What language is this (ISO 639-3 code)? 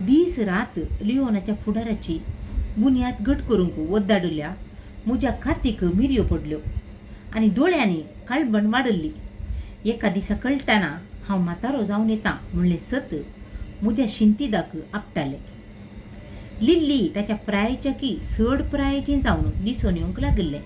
kok